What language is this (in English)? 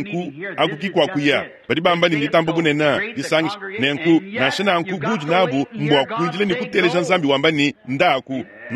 Luba-Lulua